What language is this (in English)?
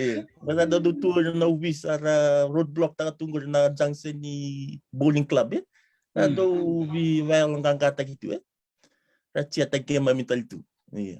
Fijian